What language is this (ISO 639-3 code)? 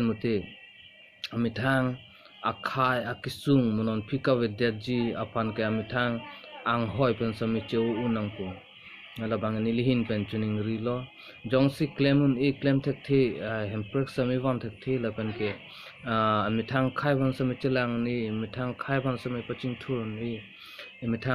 mjw